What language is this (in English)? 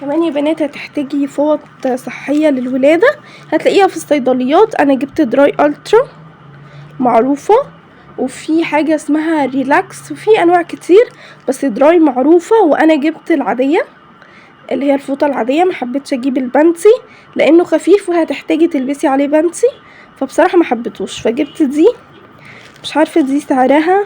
Egyptian Arabic